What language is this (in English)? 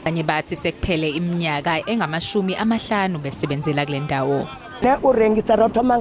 Zulu